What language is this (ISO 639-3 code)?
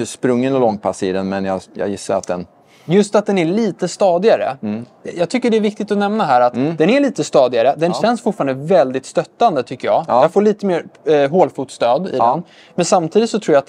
swe